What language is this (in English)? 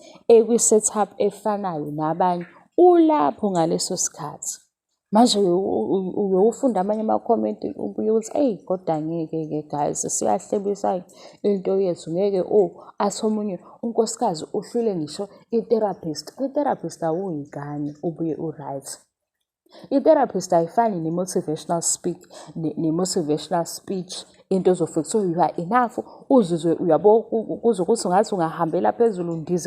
Zulu